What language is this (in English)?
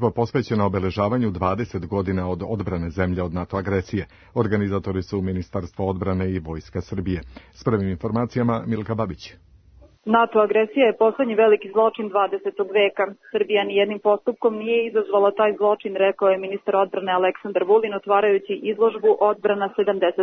Serbian